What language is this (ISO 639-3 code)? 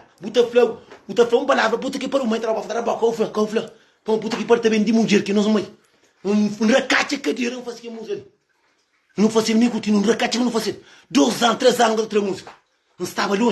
kea